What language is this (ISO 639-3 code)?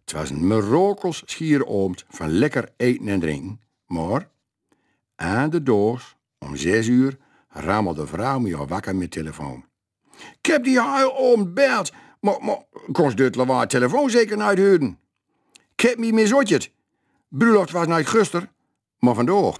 gos